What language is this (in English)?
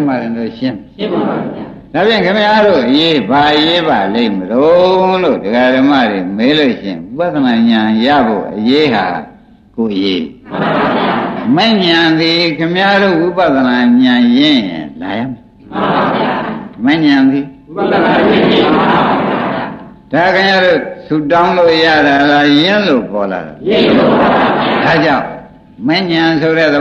Burmese